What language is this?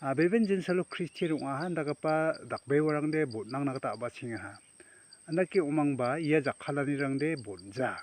Garo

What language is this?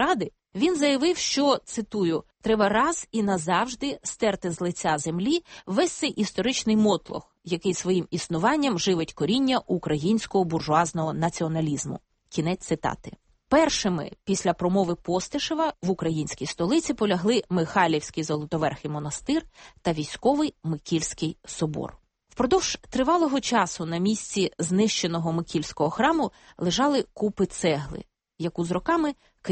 Ukrainian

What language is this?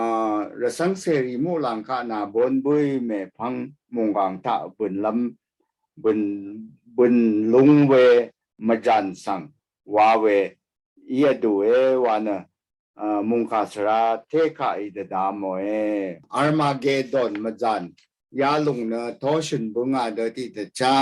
Rawang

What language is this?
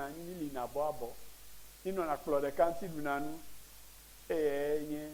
Ewe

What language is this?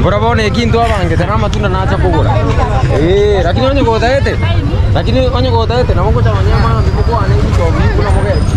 Gusii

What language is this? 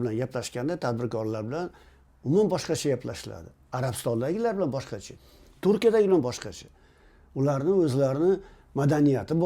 Uzbek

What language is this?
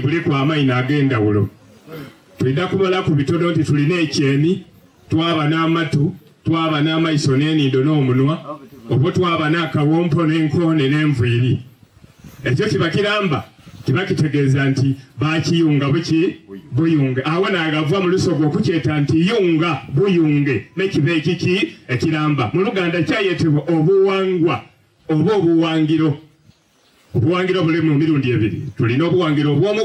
Soga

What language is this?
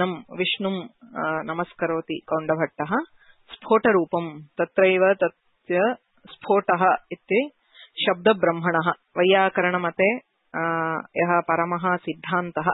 Sanskrit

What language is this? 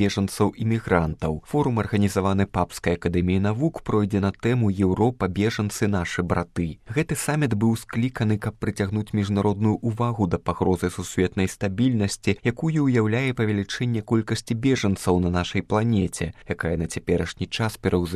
Belarusian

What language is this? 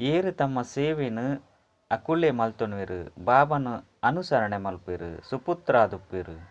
Tulu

